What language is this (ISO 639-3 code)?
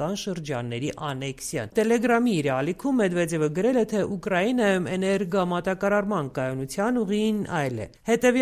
hye